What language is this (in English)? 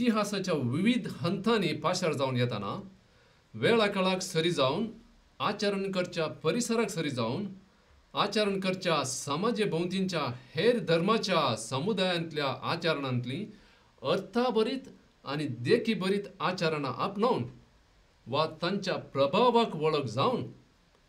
Konkani